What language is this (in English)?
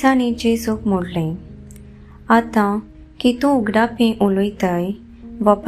Konkani